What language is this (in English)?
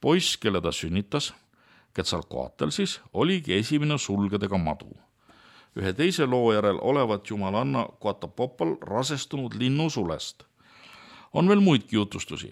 Estonian